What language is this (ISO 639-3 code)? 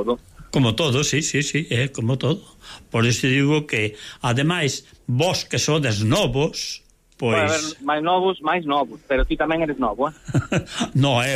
glg